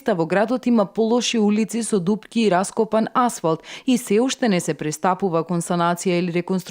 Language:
Macedonian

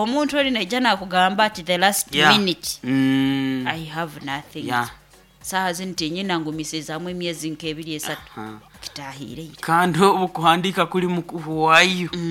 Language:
Nyoro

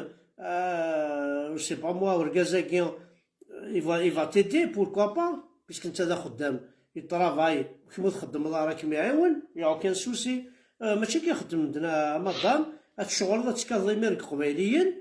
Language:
Kabyle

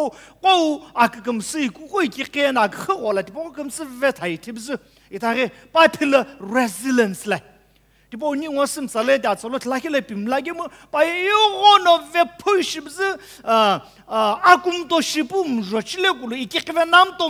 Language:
Sumi Naga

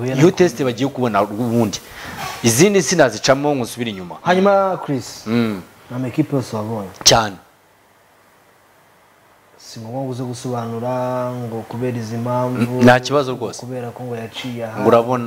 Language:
Kinyarwanda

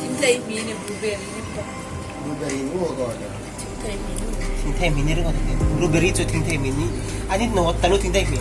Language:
Hmar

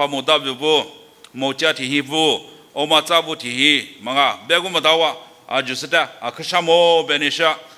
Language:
Lisu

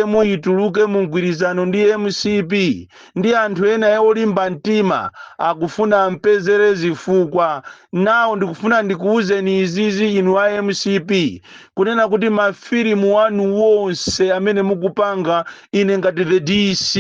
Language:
Nyanja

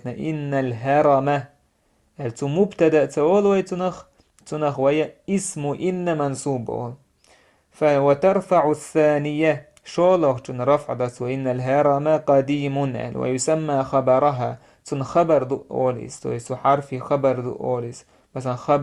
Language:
Chechen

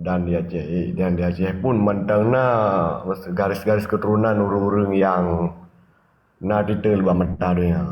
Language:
Achinese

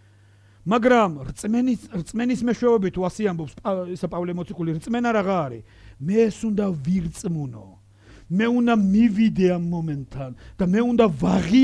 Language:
Georgian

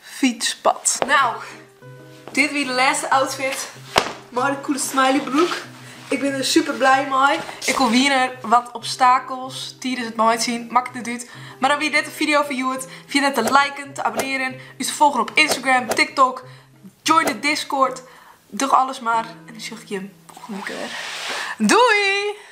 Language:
Western Frisian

